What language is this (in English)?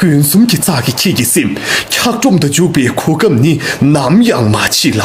Tibetan